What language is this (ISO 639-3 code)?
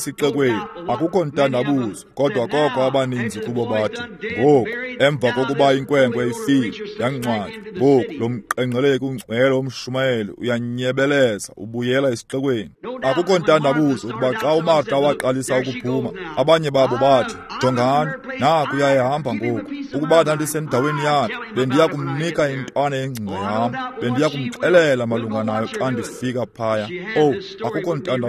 xho